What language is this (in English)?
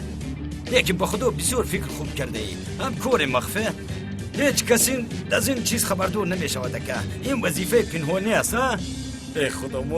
Tajik